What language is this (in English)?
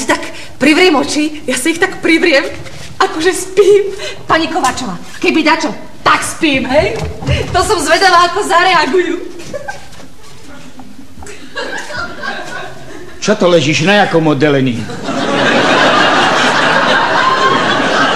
Slovak